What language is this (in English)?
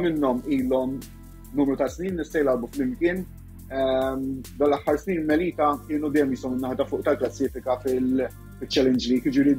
Maltese